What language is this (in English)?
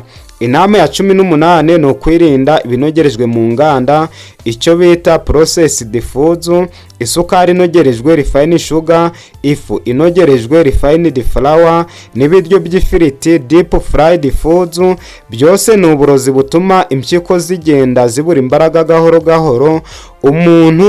Kinyarwanda